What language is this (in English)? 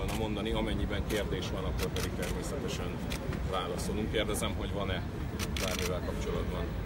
Hungarian